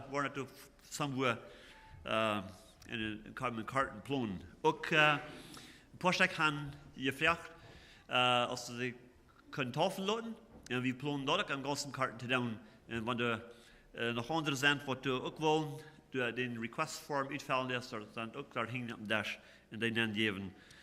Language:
Plautdietsch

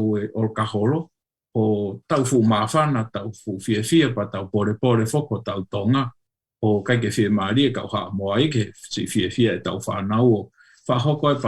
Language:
Tongan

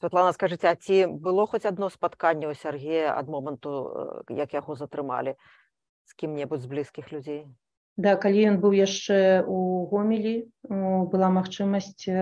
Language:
Belarusian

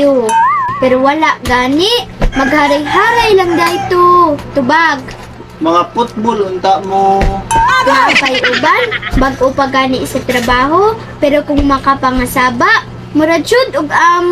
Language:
Cebuano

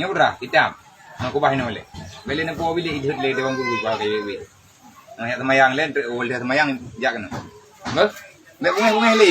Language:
Achinese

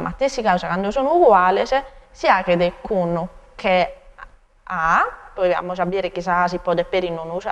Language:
Sardinian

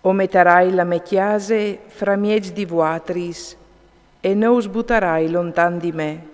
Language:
Friulian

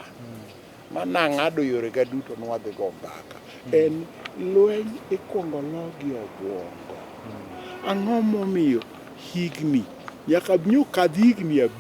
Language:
Luo (Kenya and Tanzania)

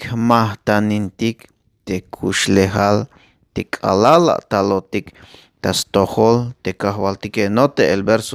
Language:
Tzeltal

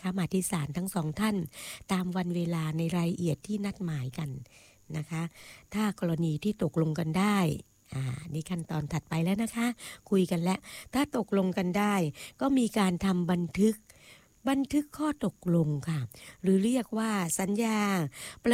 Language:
Thai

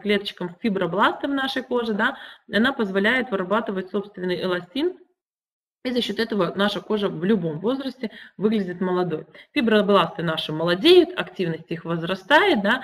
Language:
Russian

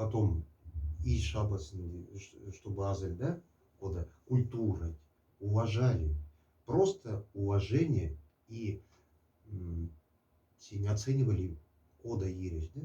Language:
Moksha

